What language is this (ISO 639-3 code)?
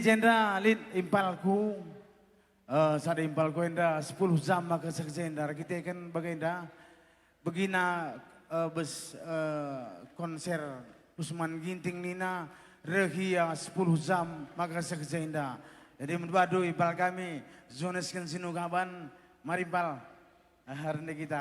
btx